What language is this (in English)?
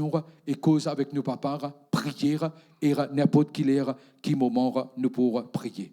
Morisyen